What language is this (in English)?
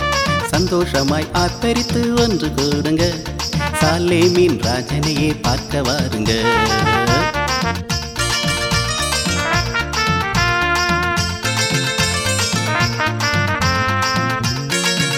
Tamil